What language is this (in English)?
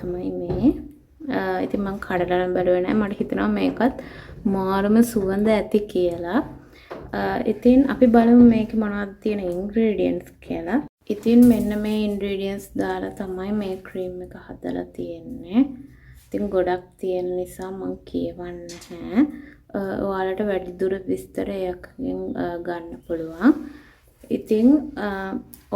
Sinhala